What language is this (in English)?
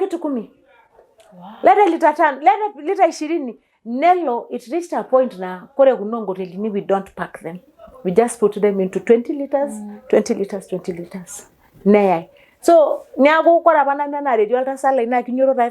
Masai